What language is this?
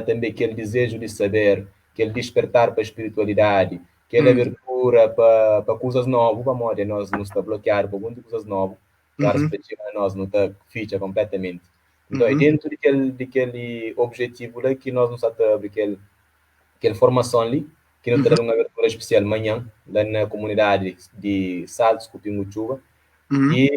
Kabuverdianu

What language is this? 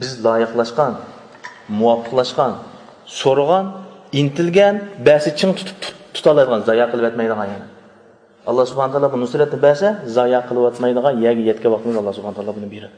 Uyghur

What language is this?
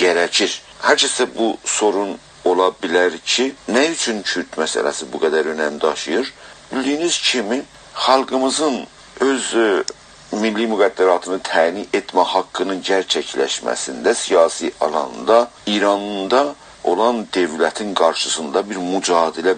South Azerbaijani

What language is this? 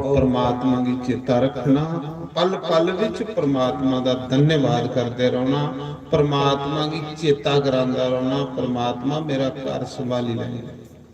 Dogri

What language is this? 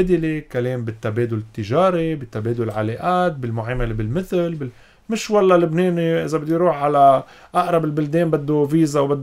North Levantine Arabic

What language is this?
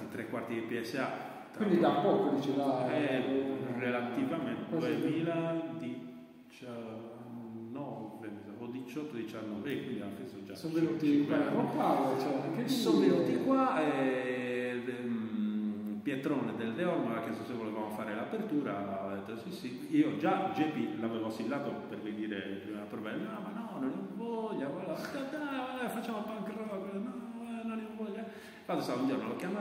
Italian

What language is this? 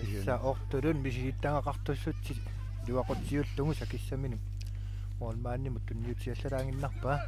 Kalaallisut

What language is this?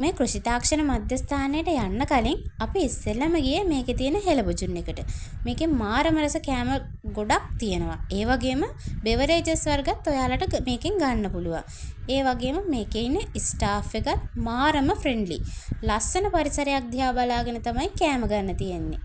Sinhala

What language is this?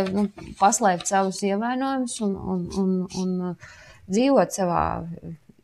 Latvian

